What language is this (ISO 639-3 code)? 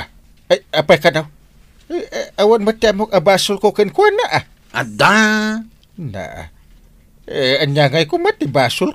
ilo